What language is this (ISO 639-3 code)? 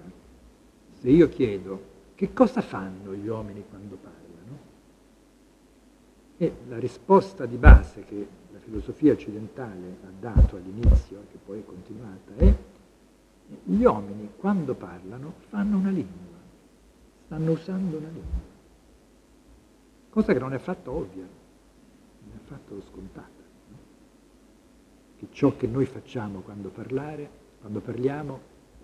ita